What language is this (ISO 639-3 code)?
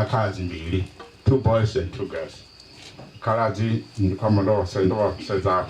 ven